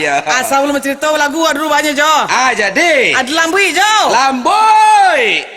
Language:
Minangkabau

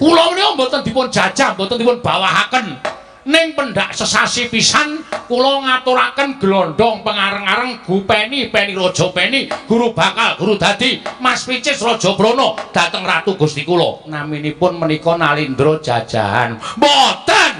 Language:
Javanese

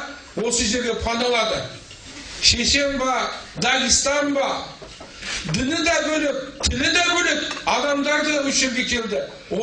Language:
Kazakh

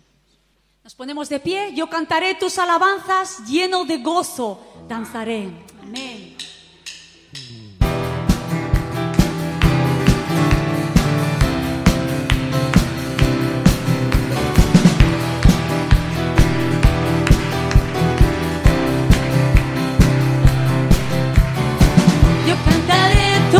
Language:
Spanish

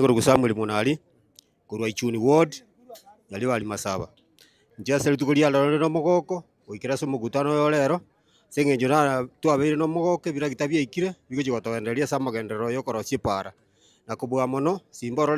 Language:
Gusii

